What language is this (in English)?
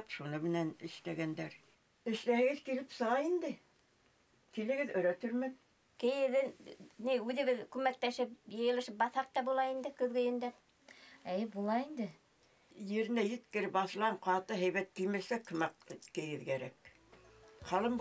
Bashkir